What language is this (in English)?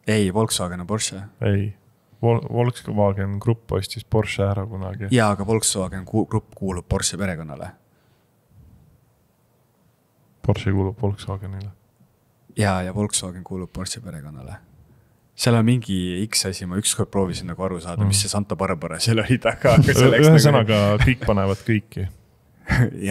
Estonian